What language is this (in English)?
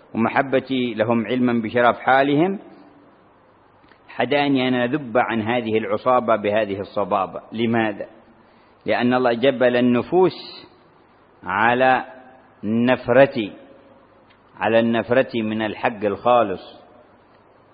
Arabic